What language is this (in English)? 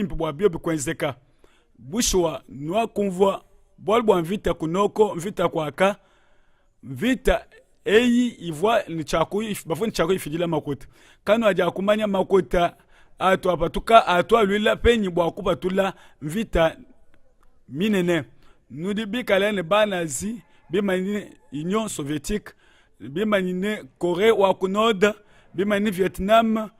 Luba-Lulua